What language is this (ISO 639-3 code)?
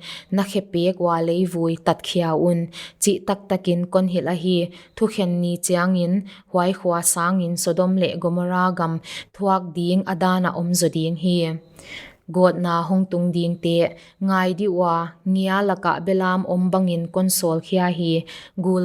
pck